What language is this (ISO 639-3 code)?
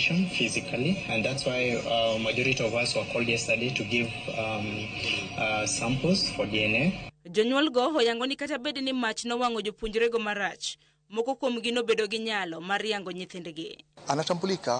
luo